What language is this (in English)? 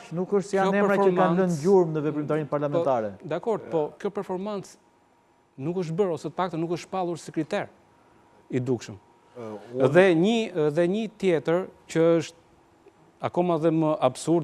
Albanian